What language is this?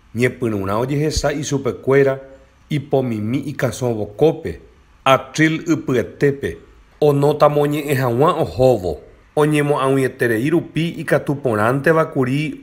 Guarani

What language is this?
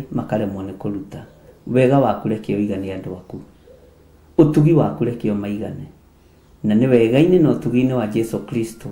Kikuyu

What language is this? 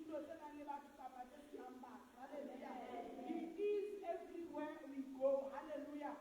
Southern Sotho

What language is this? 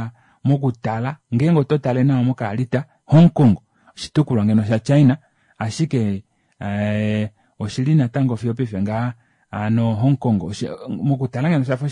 Kuanyama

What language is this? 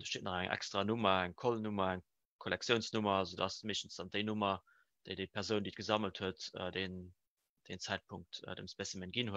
Luxembourgish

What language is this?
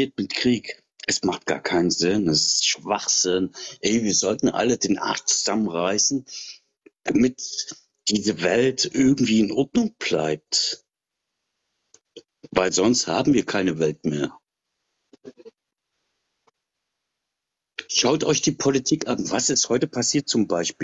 German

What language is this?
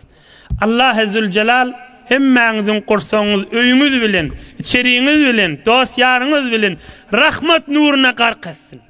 Turkmen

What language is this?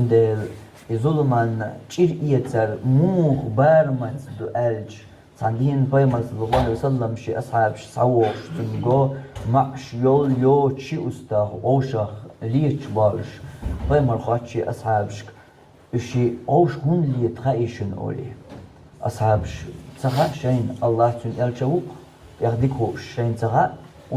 Chechen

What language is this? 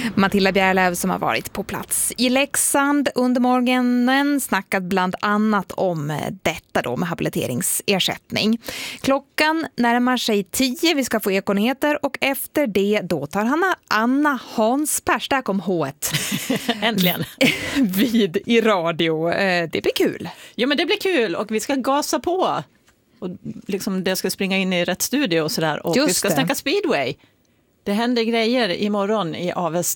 Swedish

